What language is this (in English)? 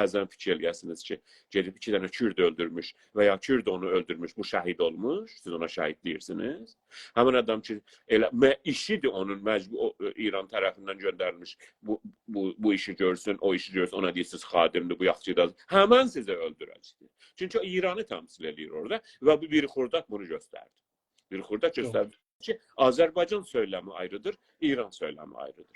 South Azerbaijani